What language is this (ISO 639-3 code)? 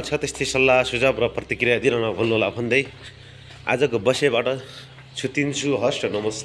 nep